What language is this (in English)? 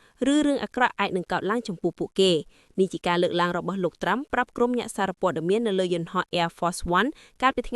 Khmer